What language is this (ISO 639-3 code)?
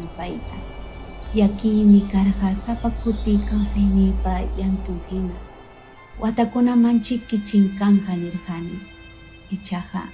quy